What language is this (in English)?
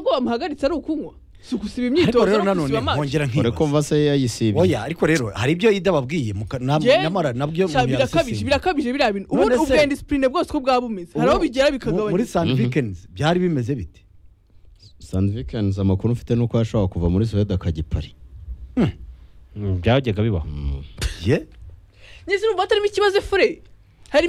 Kinyarwanda